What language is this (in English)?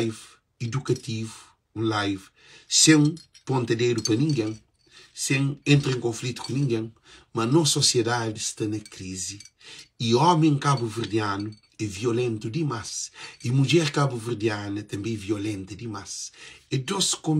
Kabuverdianu